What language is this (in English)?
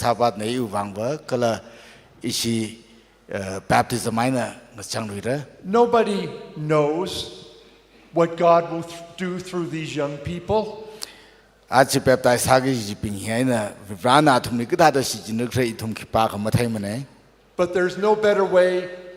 Tangkhul Naga (India)